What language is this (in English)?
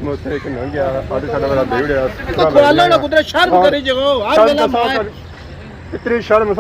Pahari-Potwari